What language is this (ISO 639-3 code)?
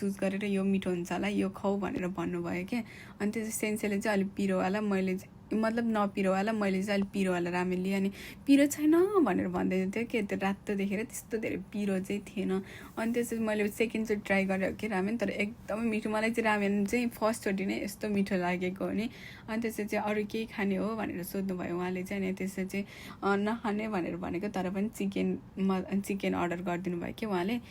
nep